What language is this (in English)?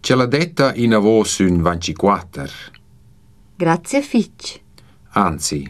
Romansh